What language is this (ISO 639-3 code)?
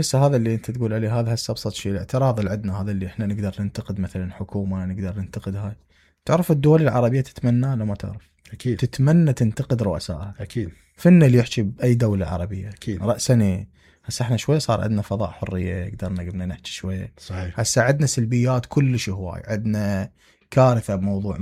acm